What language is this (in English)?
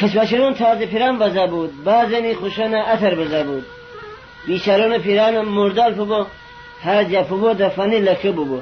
Gilaki